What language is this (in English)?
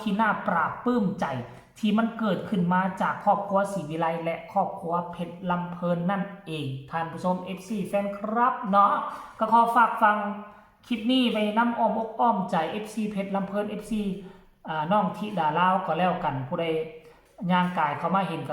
Northeastern Thai